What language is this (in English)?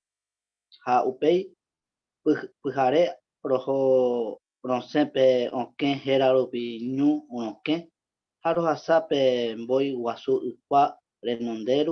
Guarani